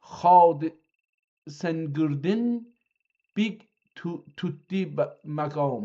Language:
South Azerbaijani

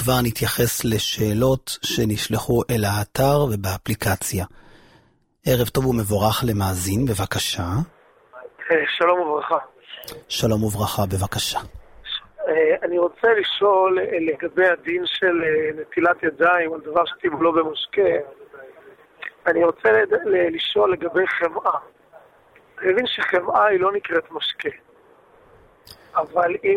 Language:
Hebrew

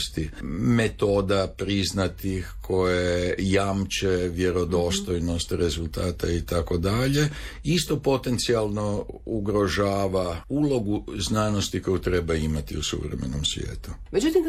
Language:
Croatian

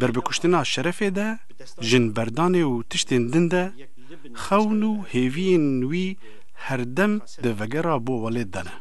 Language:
Kurdish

